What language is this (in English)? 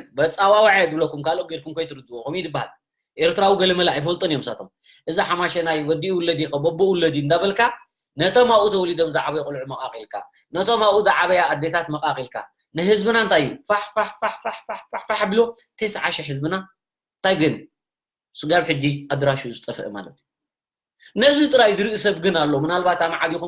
Tigrinya